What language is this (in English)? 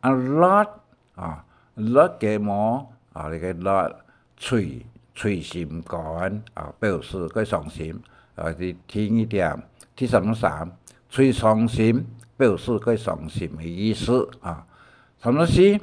Hakka Chinese